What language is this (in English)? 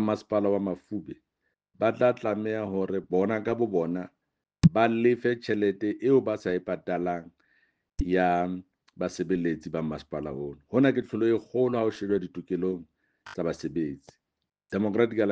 Southern Sotho